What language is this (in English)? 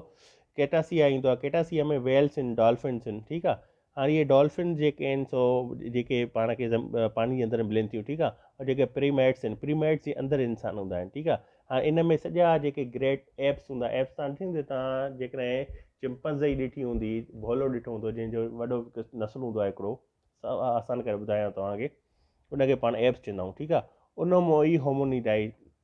Sindhi